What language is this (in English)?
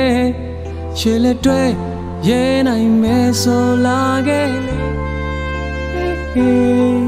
Burmese